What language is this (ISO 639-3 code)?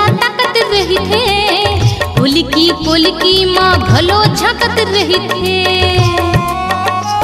hne